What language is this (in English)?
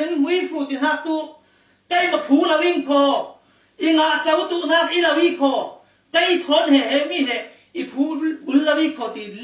Falam Chin